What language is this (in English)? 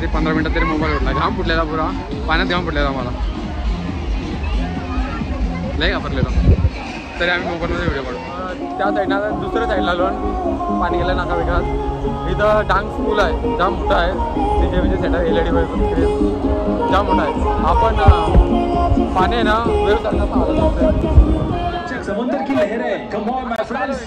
Marathi